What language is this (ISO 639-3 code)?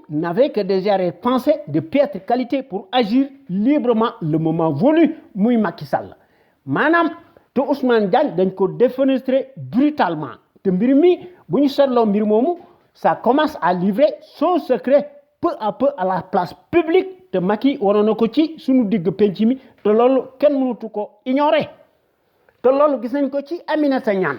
wol